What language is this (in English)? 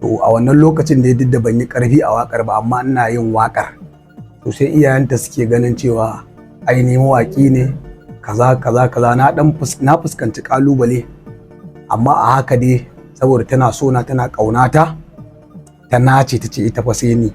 Hausa